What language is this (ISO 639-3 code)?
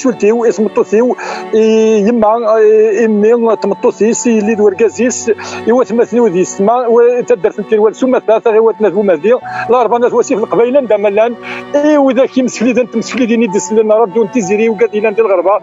kab